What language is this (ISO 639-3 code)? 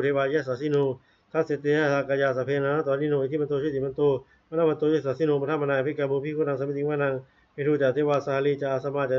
pli